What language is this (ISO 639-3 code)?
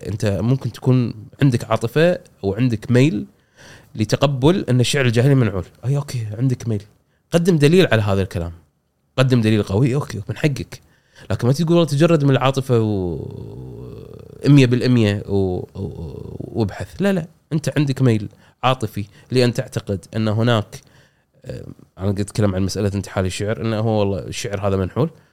afb